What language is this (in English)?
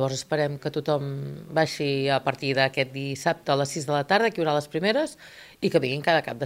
Catalan